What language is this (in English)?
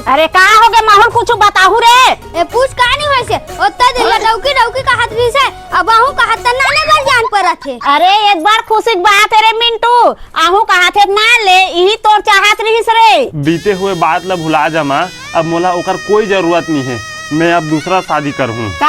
Chhattisgarhi